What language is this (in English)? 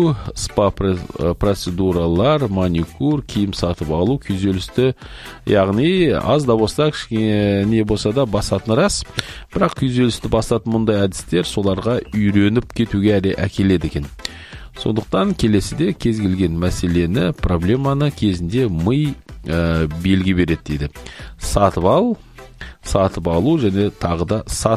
Kazakh